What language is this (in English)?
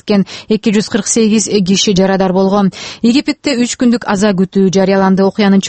Kyrgyz